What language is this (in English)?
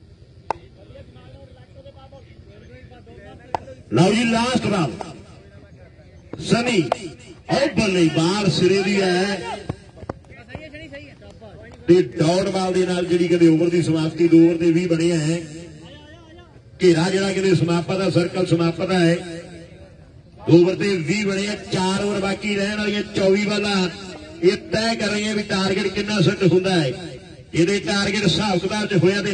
Punjabi